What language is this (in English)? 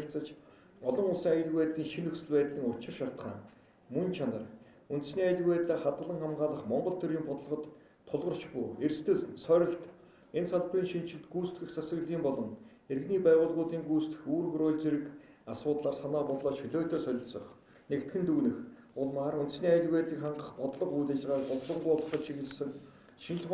Mongolian